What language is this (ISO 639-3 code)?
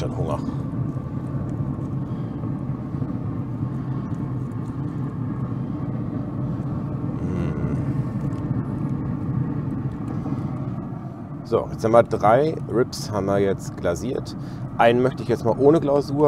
deu